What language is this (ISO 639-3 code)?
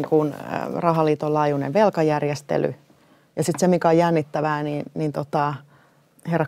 fin